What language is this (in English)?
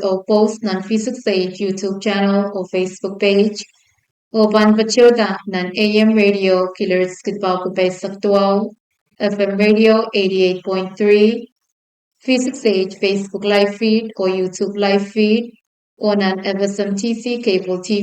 Pohnpeian